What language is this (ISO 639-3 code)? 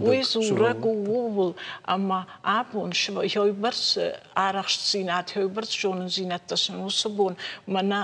oss